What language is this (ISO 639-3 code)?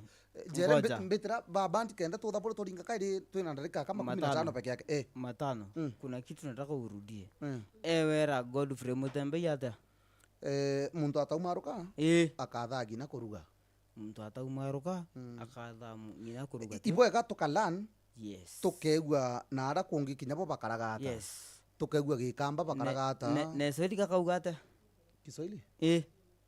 mer